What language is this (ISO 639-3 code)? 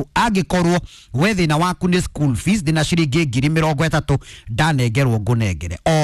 kik